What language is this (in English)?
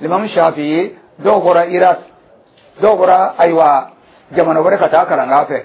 Dyula